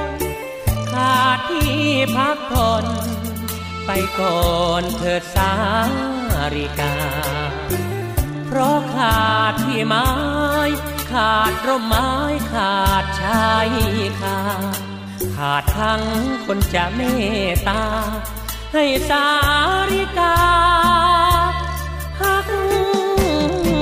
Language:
Thai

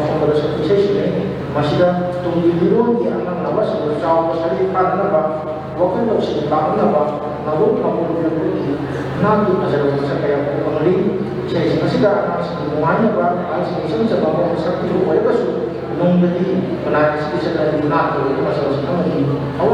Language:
Manipuri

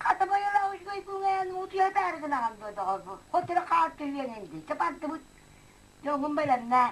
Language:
Yakut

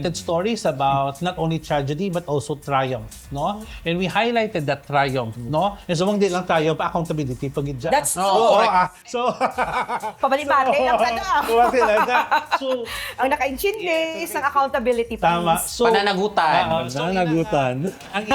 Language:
Hiligaynon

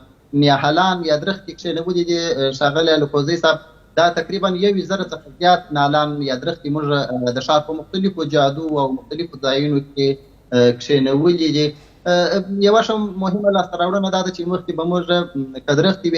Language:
Pashto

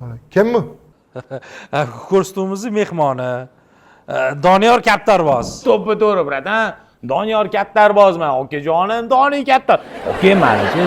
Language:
Uzbek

